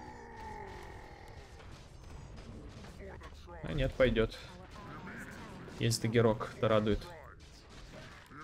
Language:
Russian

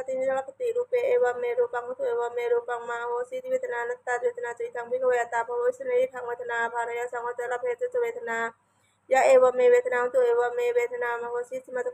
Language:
Pali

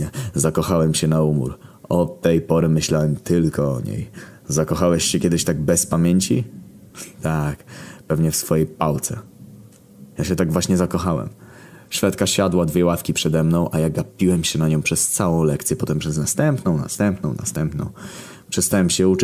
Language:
Polish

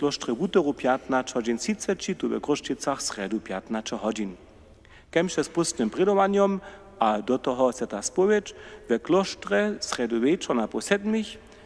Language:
Upper Sorbian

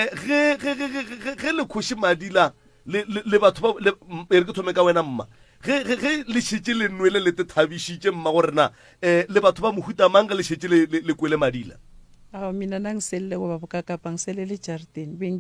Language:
Northern Sotho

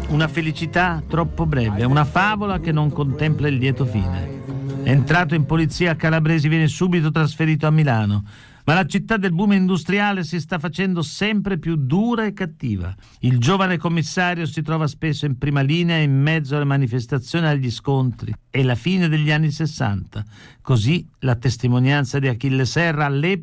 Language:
Italian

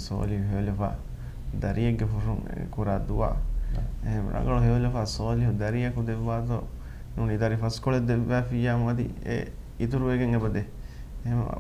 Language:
Divehi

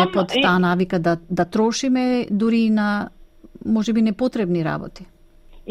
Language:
Macedonian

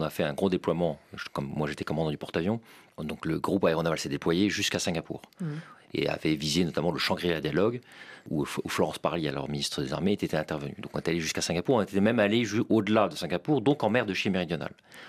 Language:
French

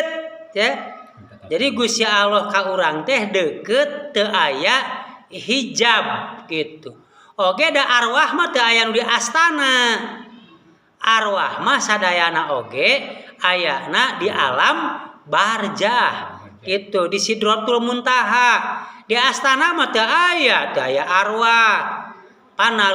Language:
Sundanese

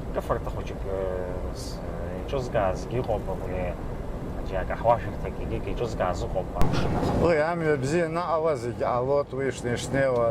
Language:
Abkhazian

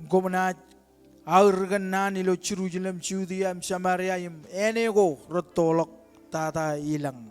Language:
Marshallese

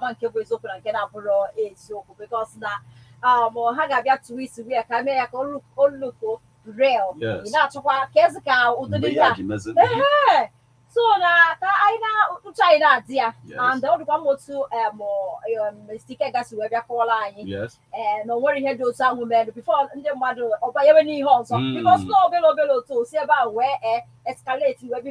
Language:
Igbo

